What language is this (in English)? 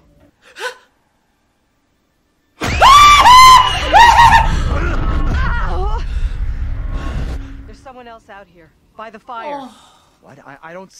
Korean